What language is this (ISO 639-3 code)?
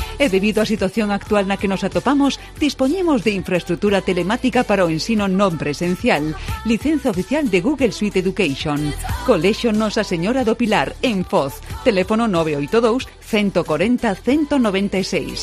glg